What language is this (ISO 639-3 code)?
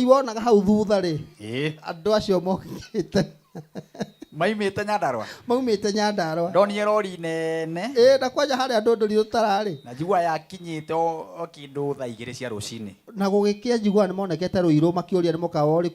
kik